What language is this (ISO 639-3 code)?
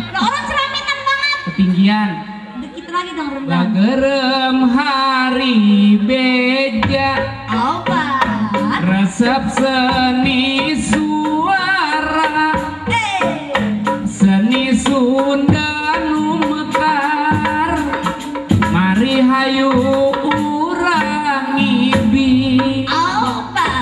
bew